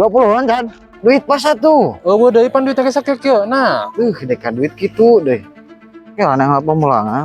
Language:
Sundanese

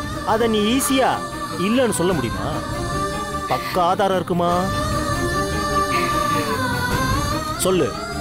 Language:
Tamil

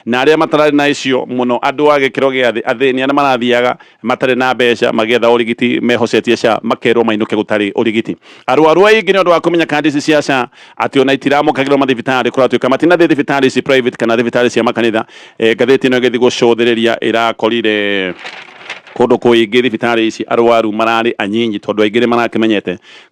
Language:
Kikuyu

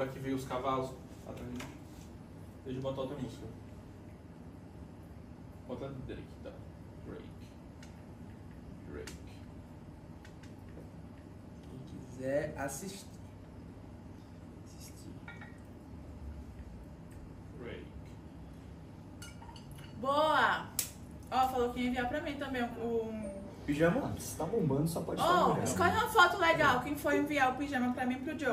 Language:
Portuguese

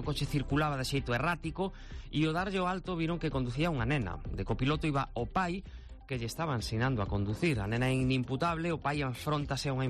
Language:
Galician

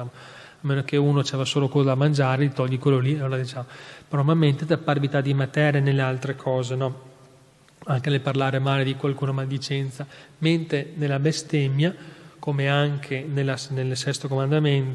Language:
Italian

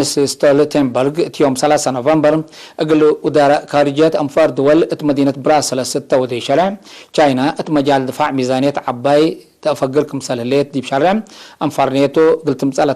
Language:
Tigre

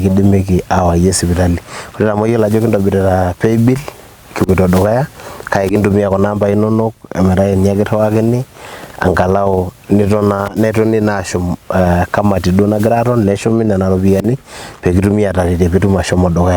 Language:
Masai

